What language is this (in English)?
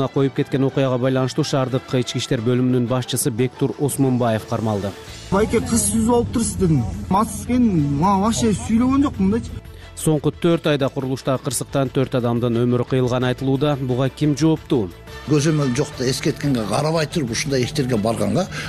Kyrgyz